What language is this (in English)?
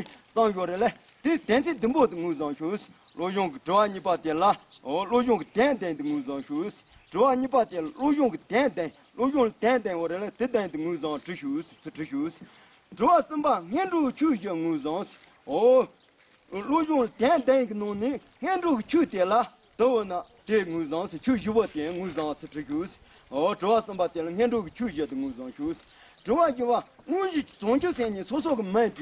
Tibetan